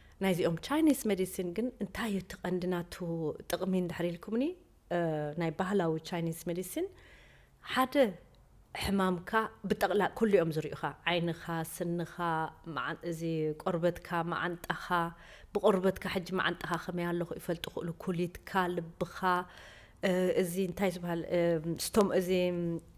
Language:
Tigrinya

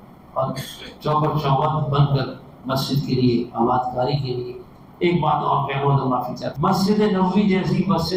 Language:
Urdu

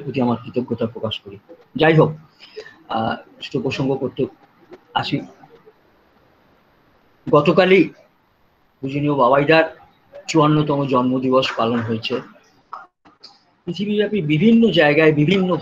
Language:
Bangla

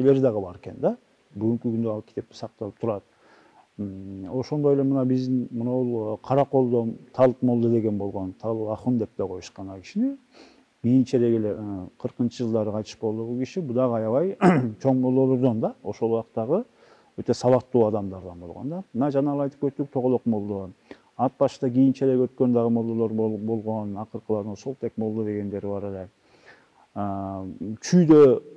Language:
Kyrgyz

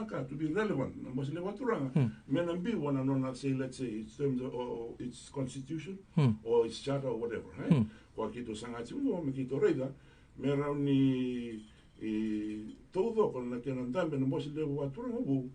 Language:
Fijian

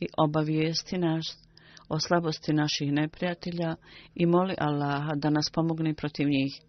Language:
Bosnian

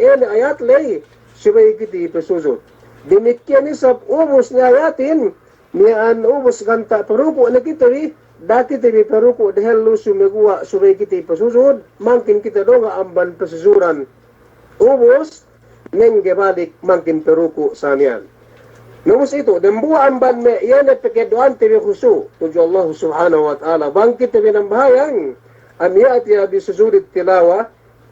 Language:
Yakan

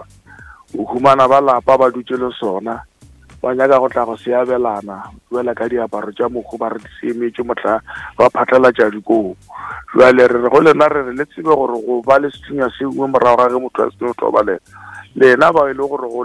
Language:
Northern Sotho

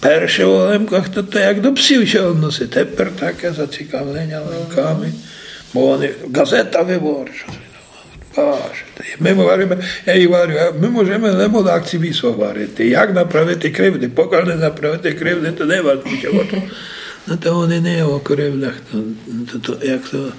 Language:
Rusyn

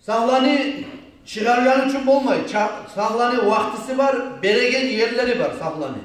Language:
Kumyk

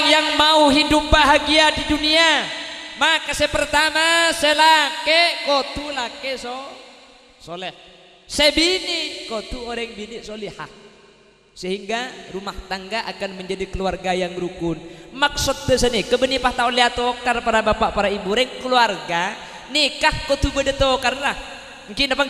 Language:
Madurese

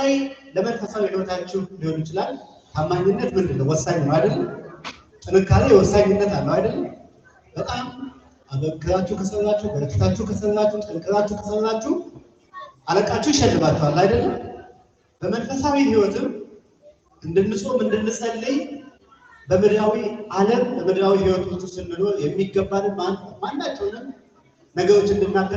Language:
Amharic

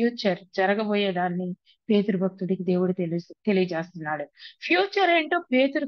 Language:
Telugu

